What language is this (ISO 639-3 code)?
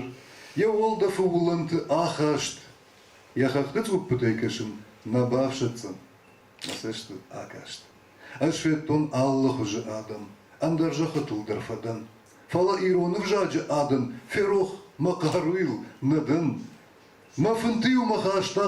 oss